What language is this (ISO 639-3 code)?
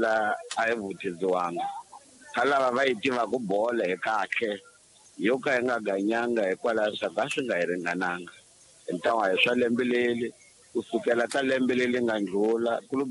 tso